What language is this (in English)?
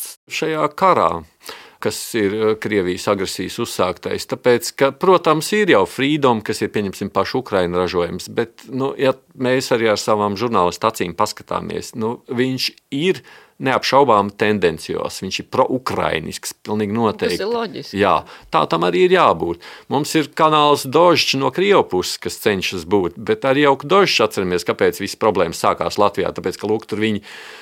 Latvian